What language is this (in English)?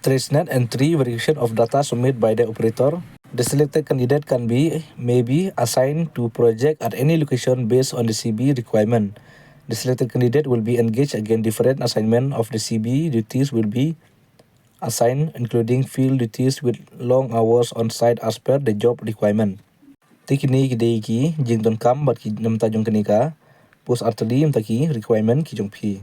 Khasi